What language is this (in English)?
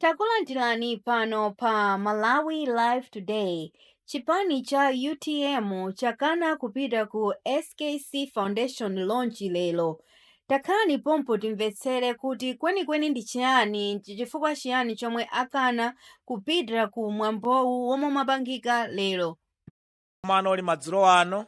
Nyanja